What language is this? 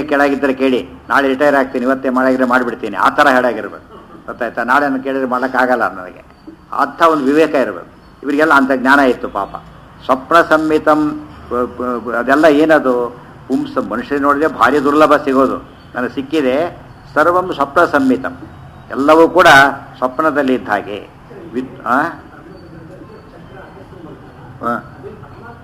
Kannada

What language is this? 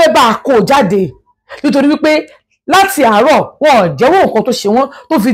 Yoruba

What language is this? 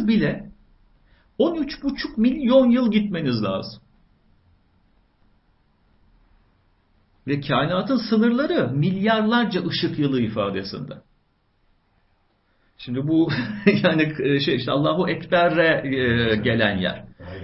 Turkish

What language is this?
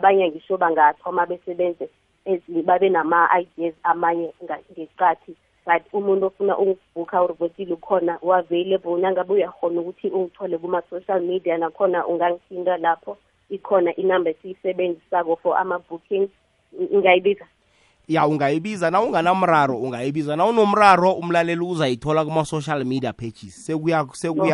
South Ndebele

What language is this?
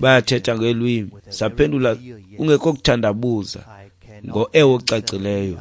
Xhosa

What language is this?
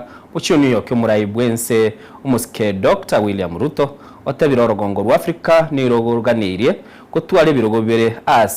Gusii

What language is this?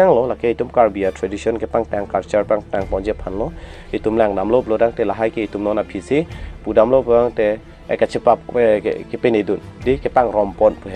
Karbi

